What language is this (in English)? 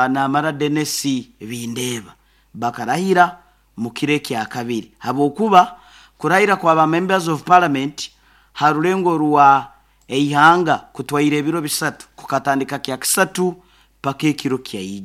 Nyoro